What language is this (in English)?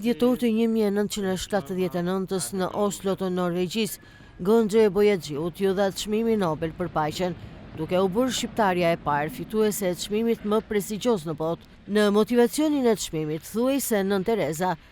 Albanian